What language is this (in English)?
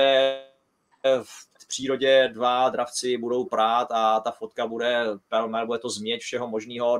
Czech